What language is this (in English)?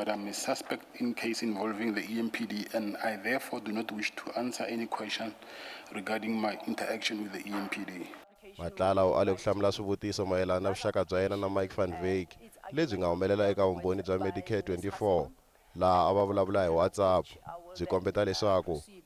Tsonga